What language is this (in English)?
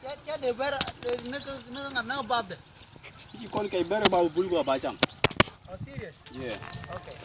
Nuer